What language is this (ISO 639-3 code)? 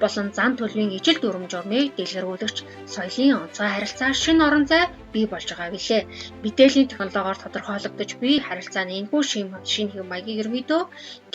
mon